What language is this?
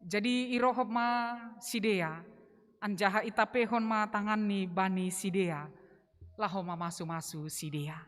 Batak Simalungun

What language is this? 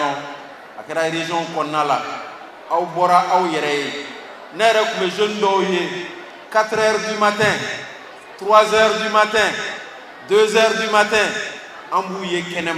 Bambara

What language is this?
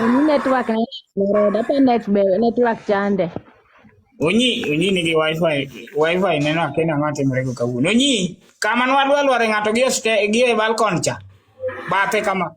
Luo (Kenya and Tanzania)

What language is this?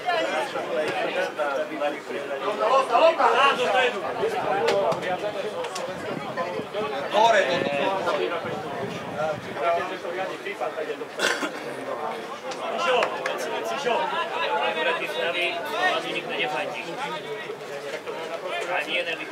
Slovak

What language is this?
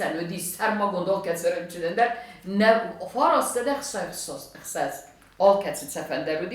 Ossetic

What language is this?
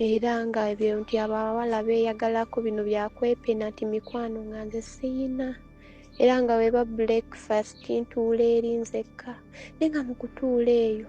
Ganda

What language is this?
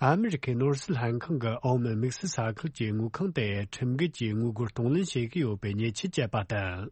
Tibetan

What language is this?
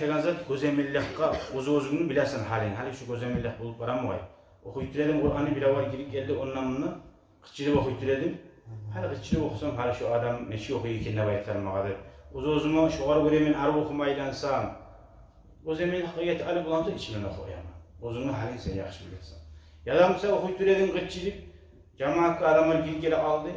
Kumyk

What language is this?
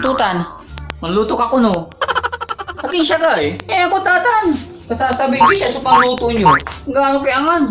Pangasinan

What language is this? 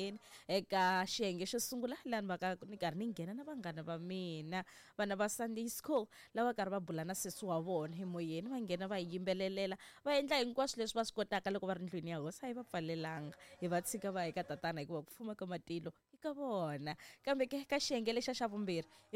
Tsonga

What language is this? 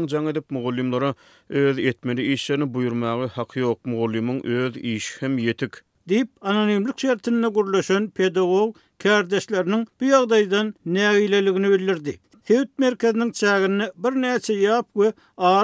Turkmen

